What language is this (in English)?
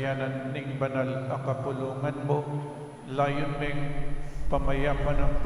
Pampanga